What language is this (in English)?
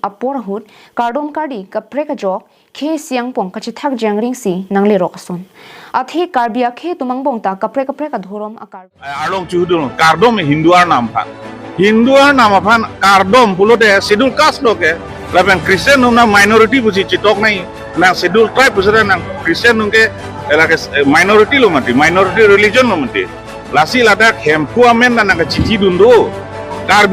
Karbi